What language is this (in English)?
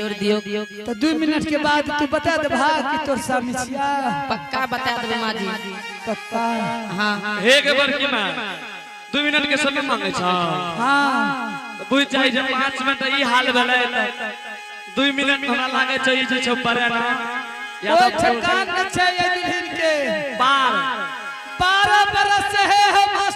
Angika